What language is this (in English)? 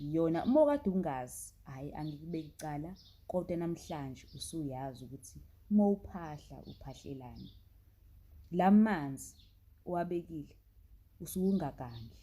Zulu